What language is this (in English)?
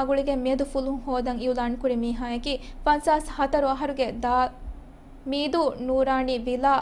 Divehi